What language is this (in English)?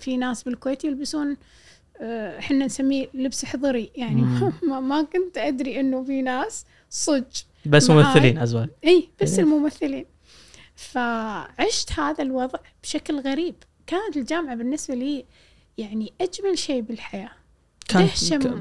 Gulf Arabic